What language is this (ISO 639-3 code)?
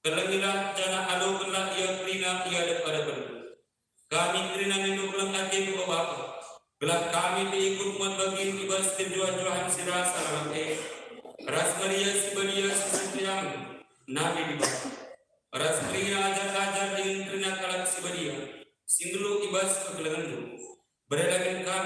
btx